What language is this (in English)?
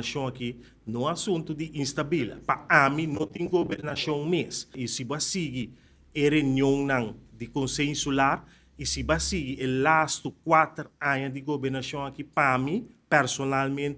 Papiamento